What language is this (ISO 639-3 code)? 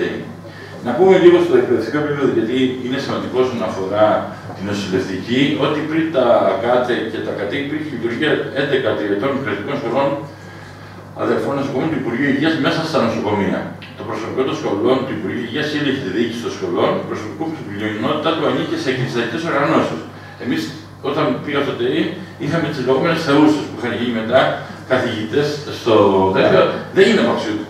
ell